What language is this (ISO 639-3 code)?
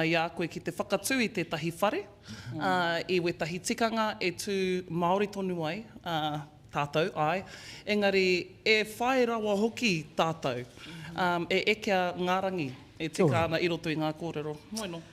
mri